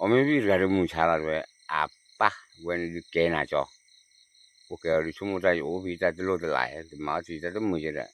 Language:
S'gaw Karen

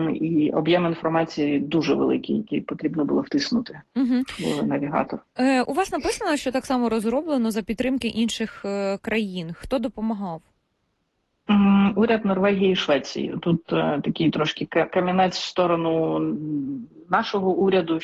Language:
Ukrainian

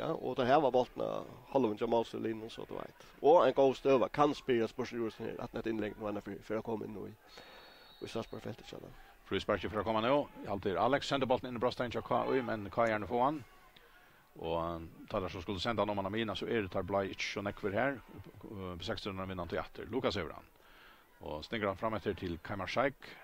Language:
Faroese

